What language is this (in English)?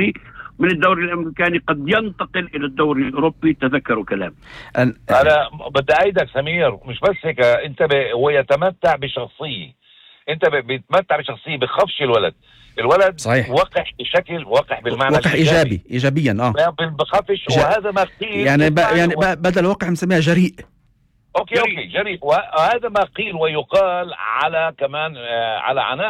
North Levantine Arabic